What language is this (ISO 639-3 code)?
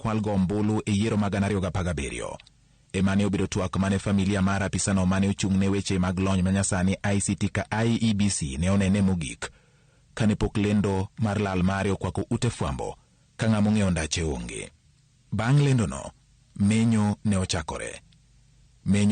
luo